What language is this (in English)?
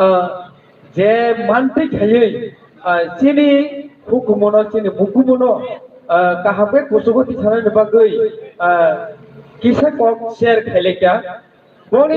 Kok Borok